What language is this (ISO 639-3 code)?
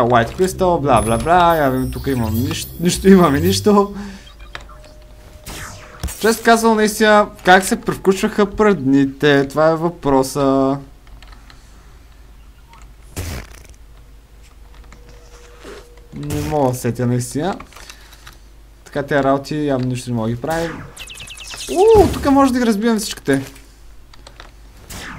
bul